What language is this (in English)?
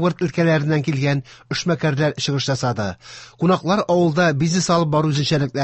Tatar